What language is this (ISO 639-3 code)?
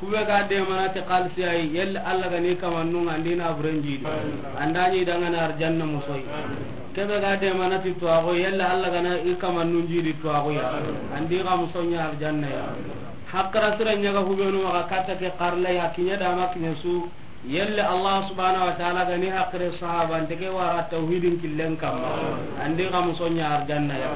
snk